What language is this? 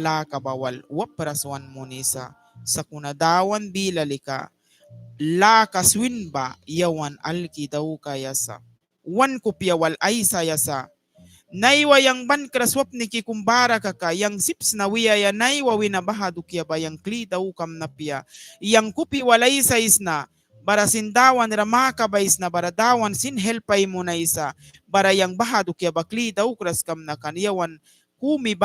Mískito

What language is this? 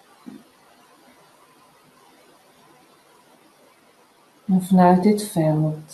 Dutch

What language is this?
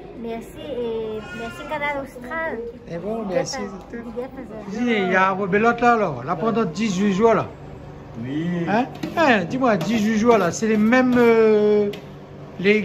Réunion Creole French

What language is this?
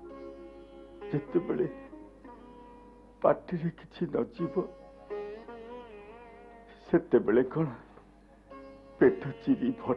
Odia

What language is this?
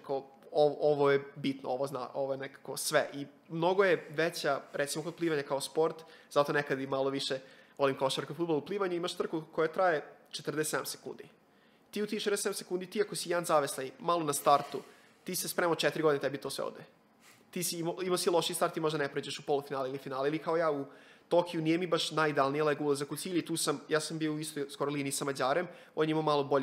Serbian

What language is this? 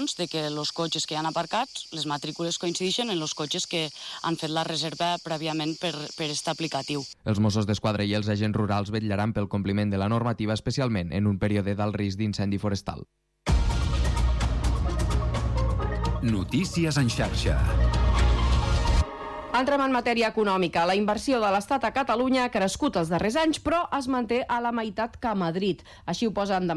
Catalan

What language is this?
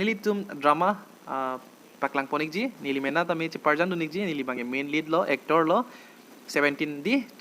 Karbi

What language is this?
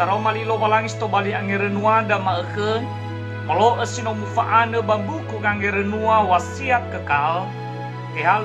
Nias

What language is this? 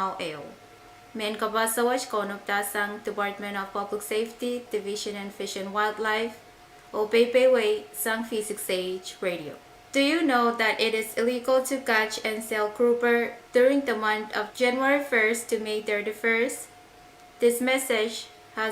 Pohnpeian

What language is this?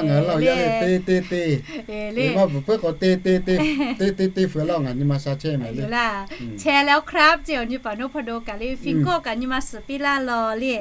Lahu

